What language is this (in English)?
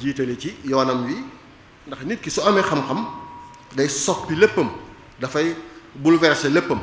Wolof